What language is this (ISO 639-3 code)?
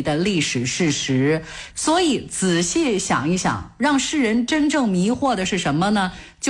zho